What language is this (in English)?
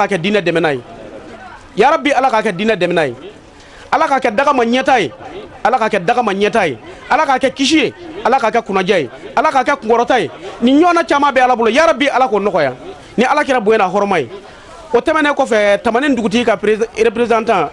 Bambara